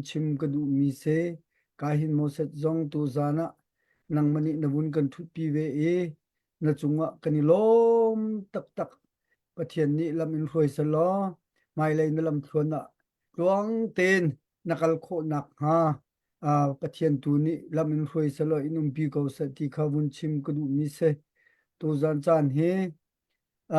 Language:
Hakha Chin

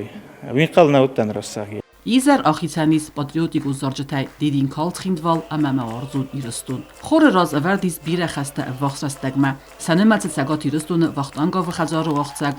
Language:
Ossetic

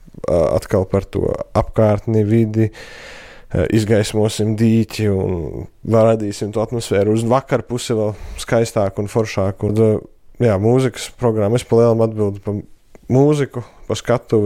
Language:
Latvian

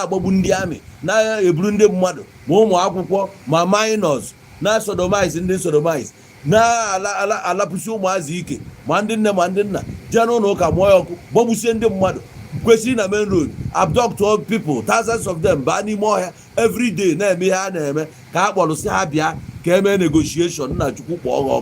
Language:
Igbo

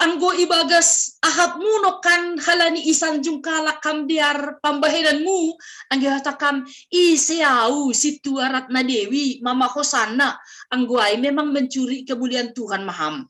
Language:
Batak Simalungun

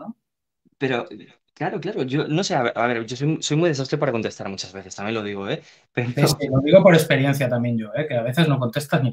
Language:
Spanish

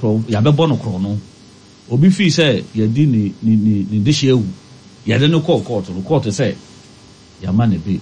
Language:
Akan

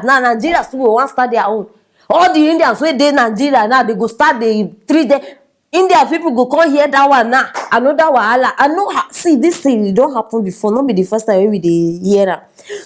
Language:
Nigerian Pidgin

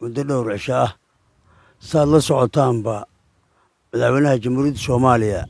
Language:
Somali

